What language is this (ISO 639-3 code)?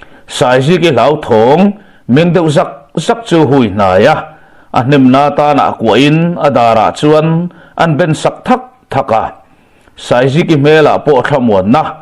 lus